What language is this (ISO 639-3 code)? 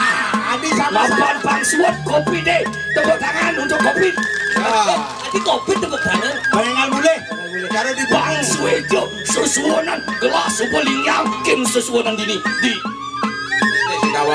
ban